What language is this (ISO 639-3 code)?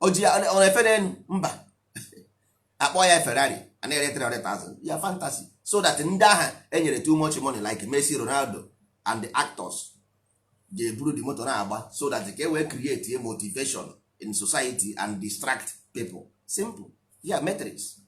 ibo